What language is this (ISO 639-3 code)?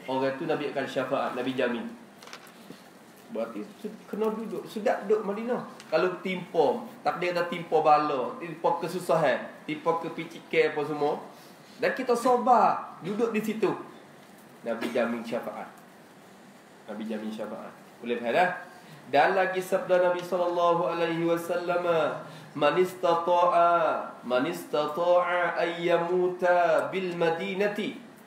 msa